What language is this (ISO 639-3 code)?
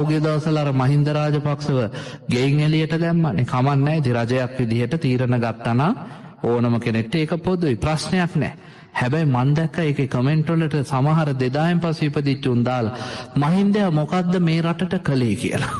sin